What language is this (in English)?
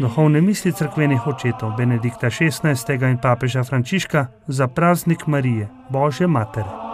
Slovenian